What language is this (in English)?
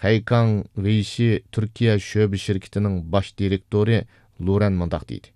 Uyghur